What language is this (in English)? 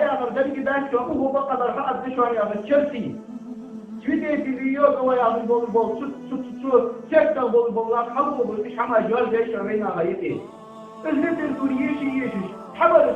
Ingush